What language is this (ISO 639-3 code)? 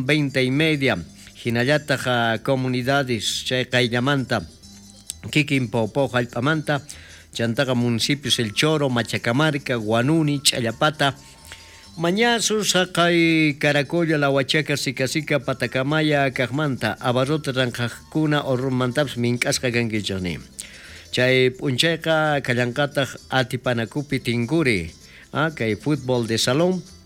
quh